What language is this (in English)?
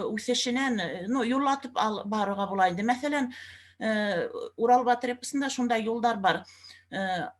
Bashkir